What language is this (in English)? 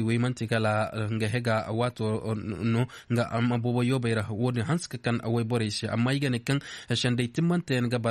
Koyraboro Senni